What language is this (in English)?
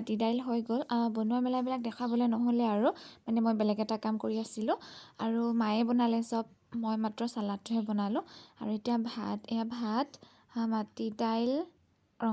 Assamese